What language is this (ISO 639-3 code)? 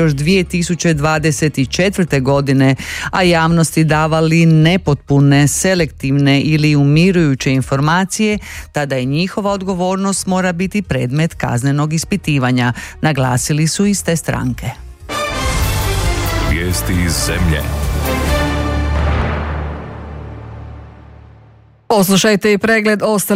hrv